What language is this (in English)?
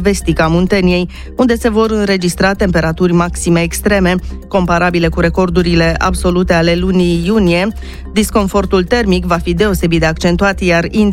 Romanian